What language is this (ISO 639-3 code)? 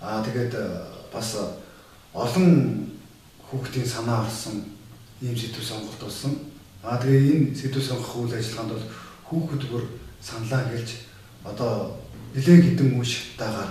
mon